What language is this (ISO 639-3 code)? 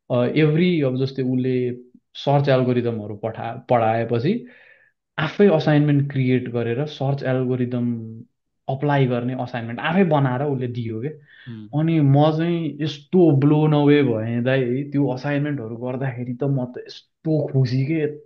nep